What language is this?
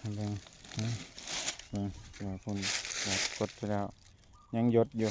Northeastern Thai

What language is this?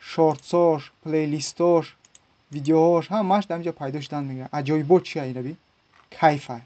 Tajik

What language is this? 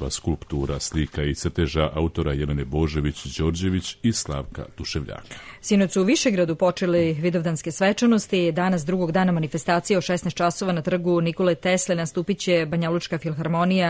Serbian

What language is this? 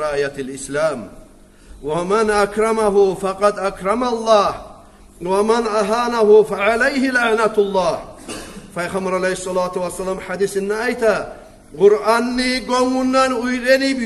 Kumyk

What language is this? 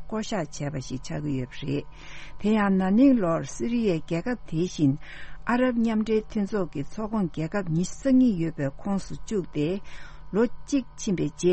Tibetan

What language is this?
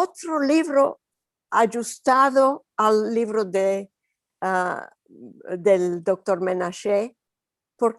Ladino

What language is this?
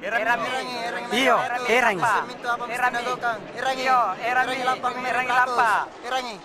Makasar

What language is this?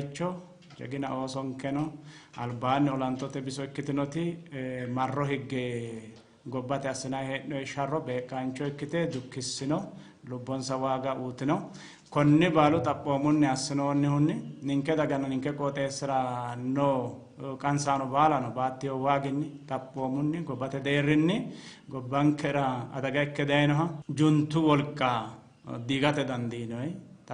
Sidamo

